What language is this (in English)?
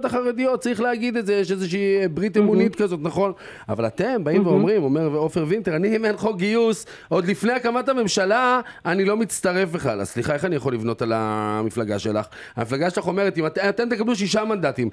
Hebrew